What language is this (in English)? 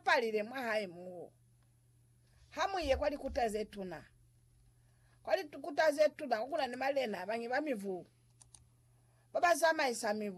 Lozi